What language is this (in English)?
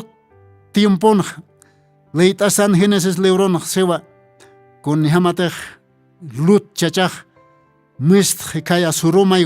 Aymara